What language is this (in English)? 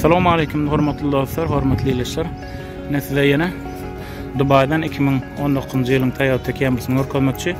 Turkmen